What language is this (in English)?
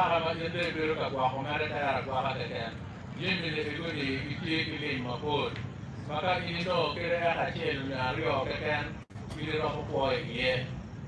Acoli